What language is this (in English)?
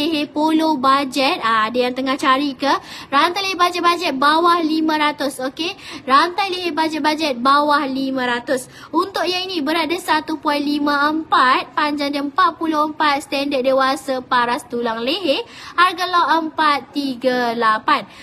Malay